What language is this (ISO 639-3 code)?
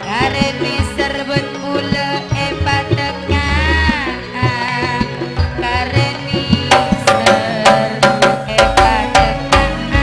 mad